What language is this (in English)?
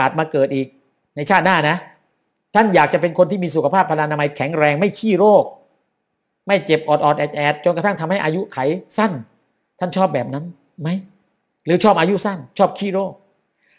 Thai